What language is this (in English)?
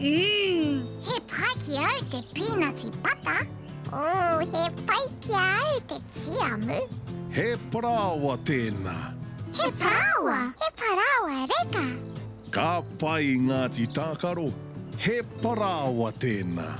Māori